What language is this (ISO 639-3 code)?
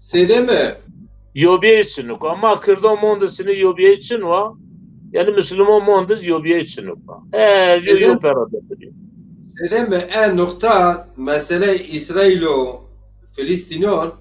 zza